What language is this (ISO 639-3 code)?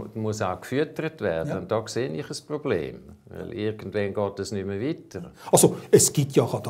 gsw